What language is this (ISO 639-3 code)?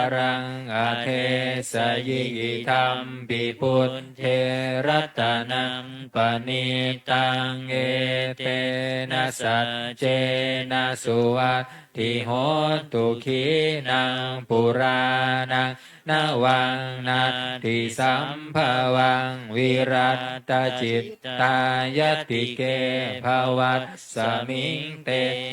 pli